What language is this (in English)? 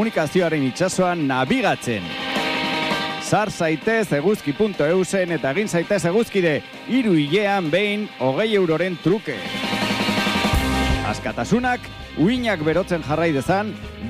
Basque